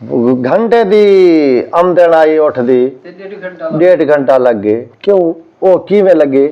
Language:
Saraiki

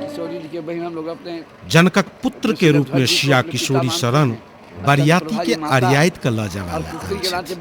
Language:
Maithili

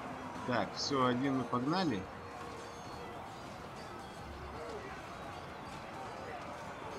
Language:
Russian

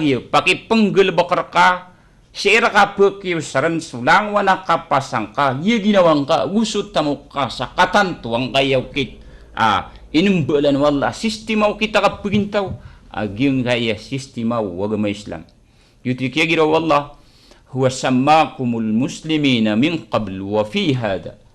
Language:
Maranao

